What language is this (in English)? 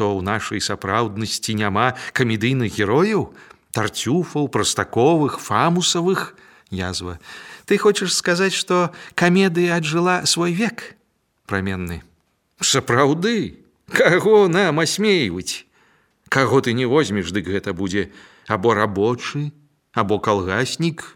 Belarusian